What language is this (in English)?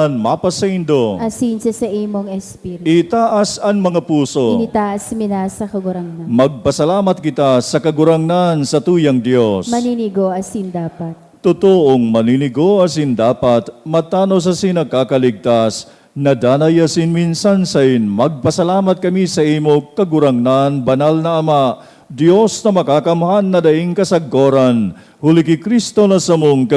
Bikol